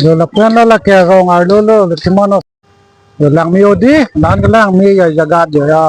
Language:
Karbi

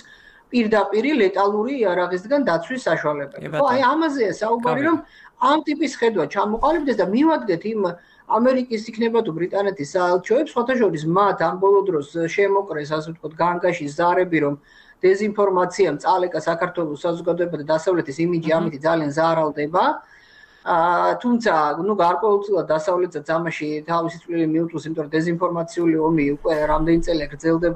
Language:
Georgian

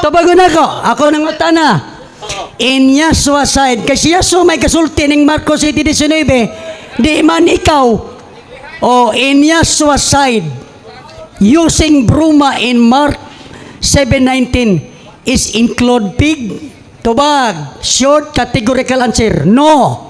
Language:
Cebuano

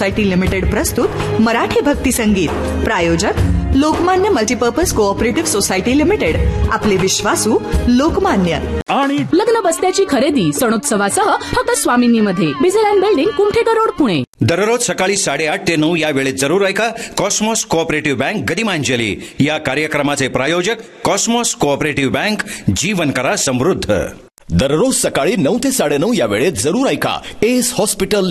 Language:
Marathi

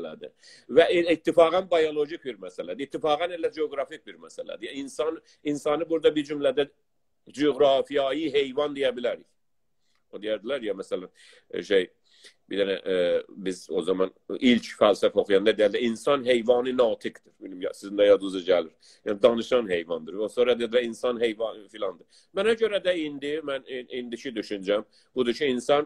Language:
South Azerbaijani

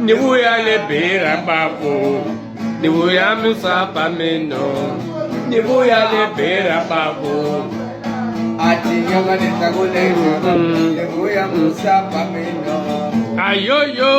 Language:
Tsonga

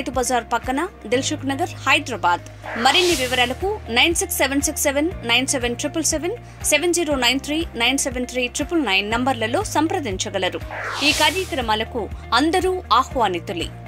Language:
Telugu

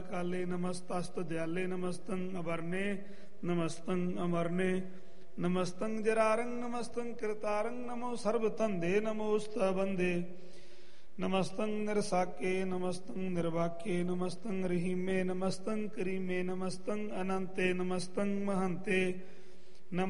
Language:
Punjabi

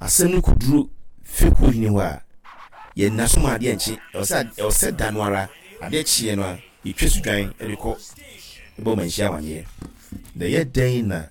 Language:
Akan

